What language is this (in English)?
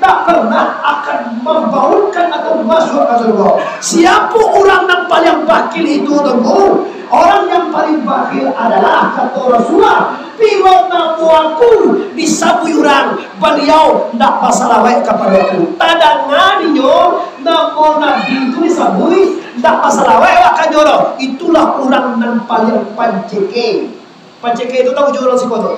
Minangkabau